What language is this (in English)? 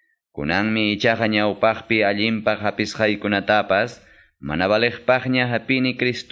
Quechua